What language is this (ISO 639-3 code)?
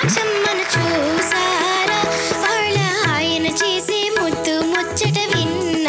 tel